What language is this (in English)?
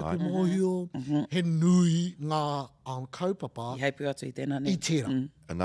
Māori